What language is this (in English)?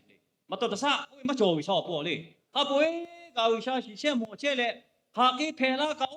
Lahu